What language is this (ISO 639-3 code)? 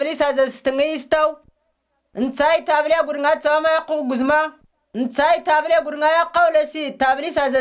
tir